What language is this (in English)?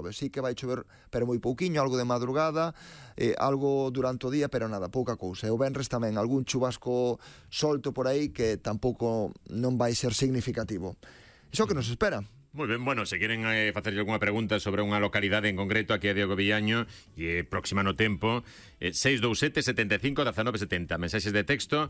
Galician